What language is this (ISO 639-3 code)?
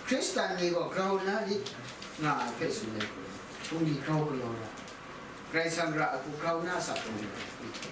kac